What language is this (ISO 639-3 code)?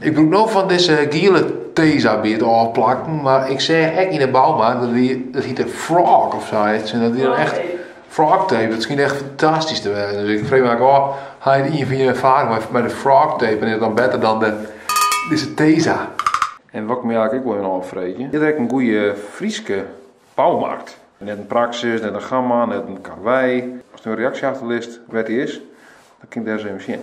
fry